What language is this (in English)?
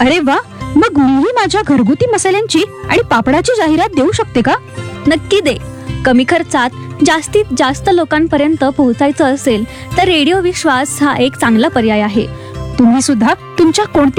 Marathi